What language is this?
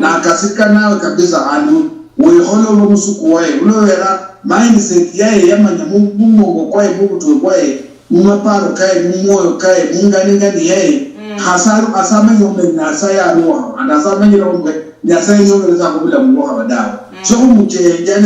Luyia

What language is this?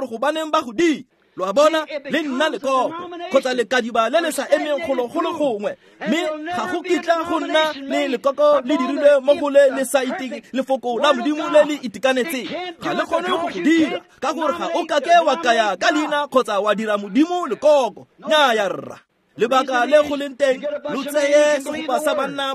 Tswana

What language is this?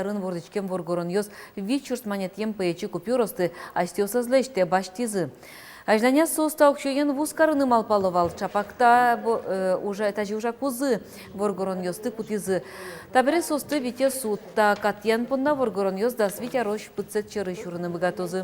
Udmurt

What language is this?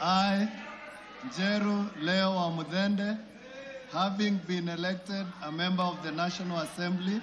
Meru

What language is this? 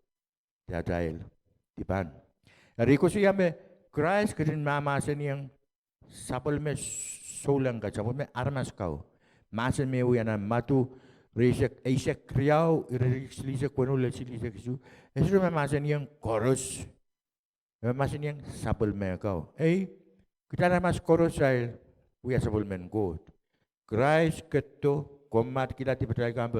Pohnpeian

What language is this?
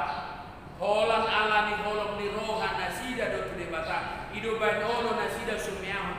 Batak Toba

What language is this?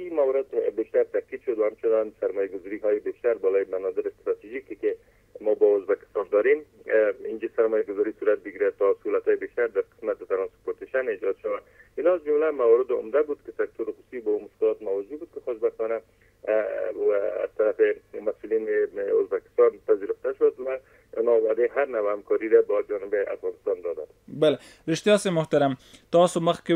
Persian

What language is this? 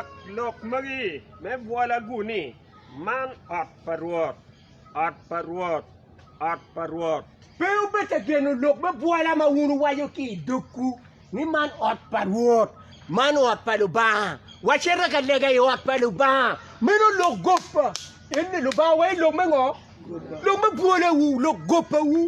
Acoli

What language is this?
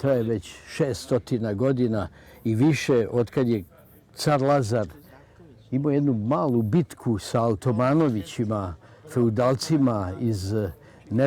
Serbian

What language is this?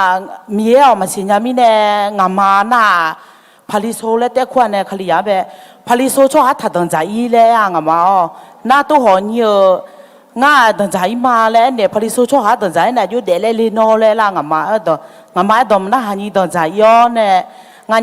Akha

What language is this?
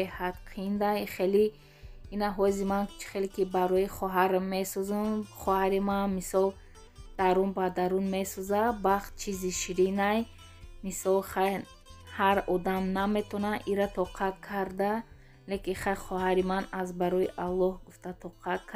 Tajik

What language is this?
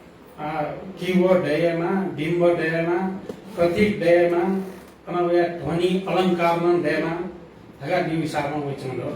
Newari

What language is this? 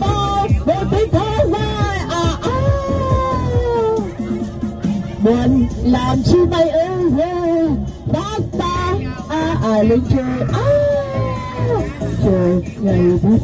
Vietnamese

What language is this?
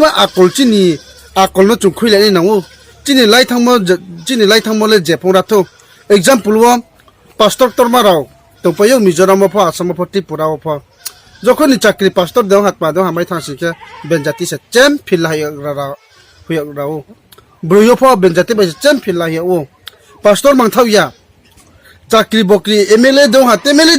Riang (India)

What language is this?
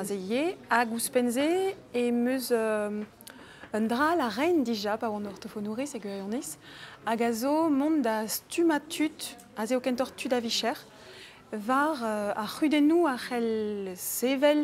Breton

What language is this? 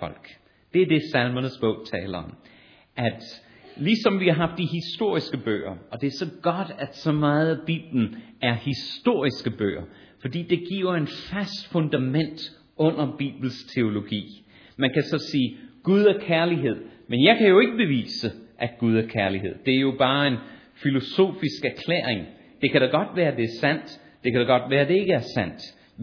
Danish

